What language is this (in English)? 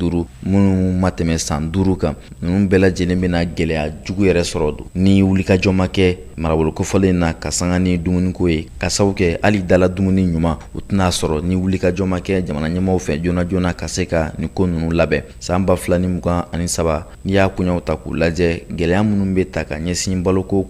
Bambara